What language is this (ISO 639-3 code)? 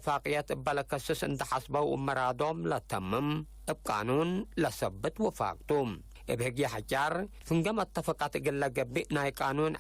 tig